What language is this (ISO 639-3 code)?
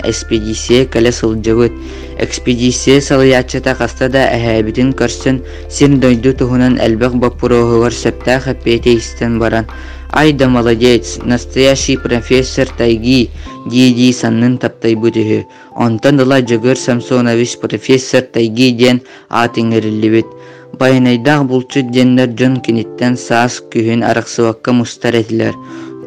sah